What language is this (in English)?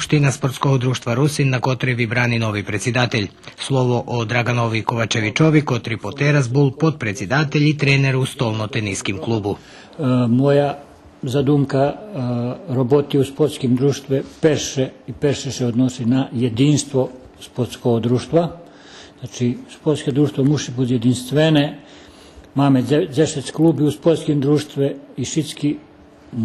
Rusyn